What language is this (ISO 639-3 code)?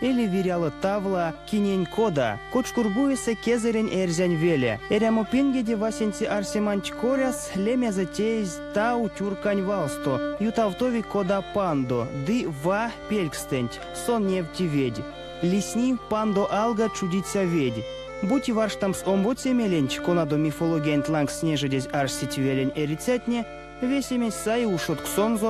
myv